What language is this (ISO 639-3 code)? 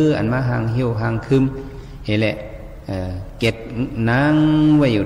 shn